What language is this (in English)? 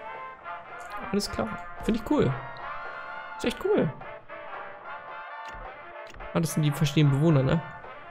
German